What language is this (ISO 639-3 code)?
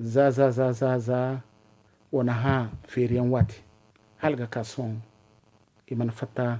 dje